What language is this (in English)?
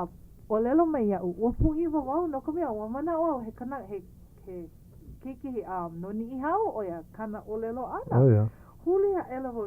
Hawaiian